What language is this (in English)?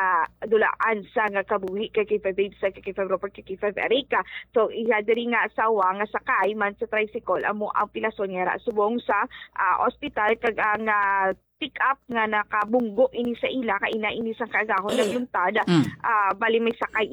Hiligaynon